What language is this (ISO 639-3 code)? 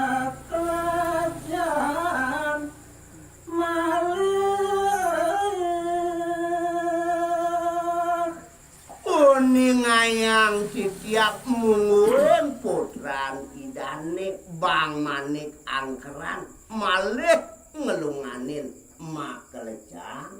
ban